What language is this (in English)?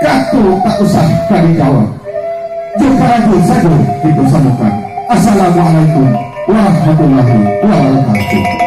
Minangkabau